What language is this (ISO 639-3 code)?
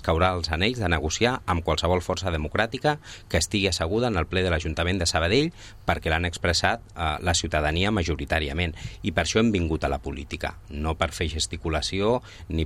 cat